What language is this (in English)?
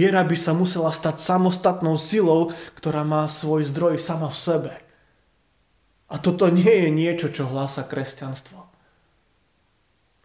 Slovak